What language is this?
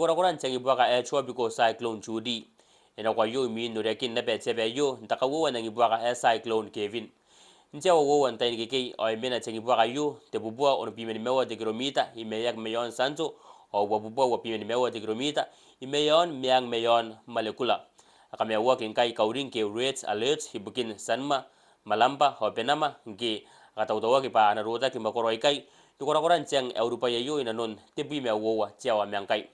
Gilbertese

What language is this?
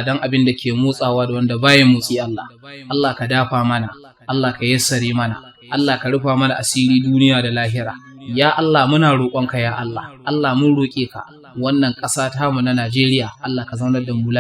Hausa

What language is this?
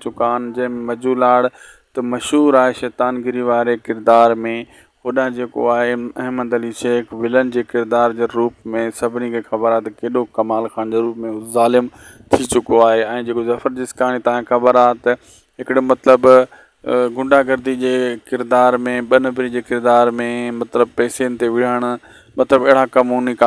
Sindhi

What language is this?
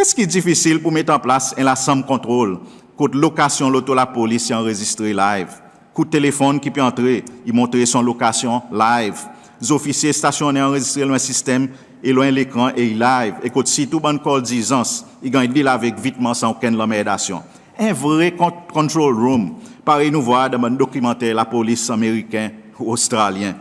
Seselwa Creole French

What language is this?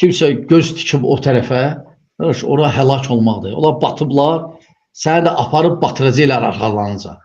Azerbaijani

